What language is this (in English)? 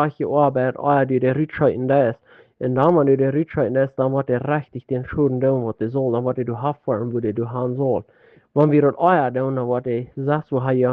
Plautdietsch